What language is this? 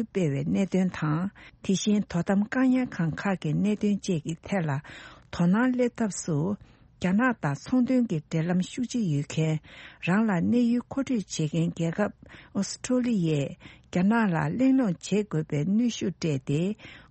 Tibetan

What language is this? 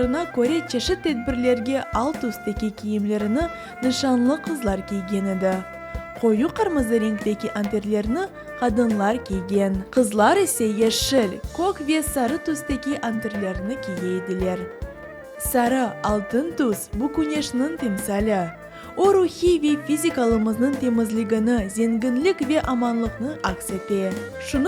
Crimean Tatar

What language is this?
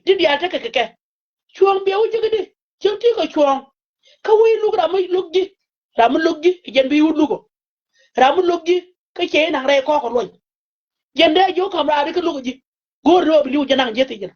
Nuer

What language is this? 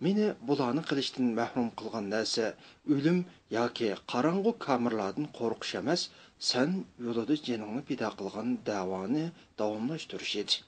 Uyghur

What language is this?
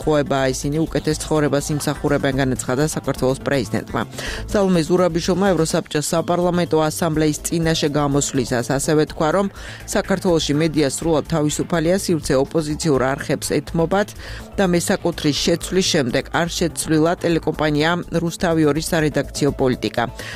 Georgian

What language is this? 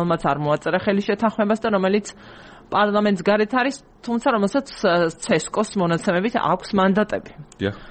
Georgian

